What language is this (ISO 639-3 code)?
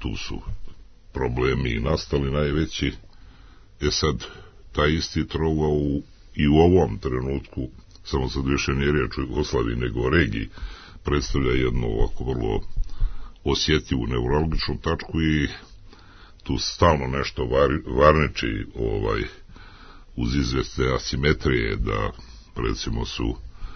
srp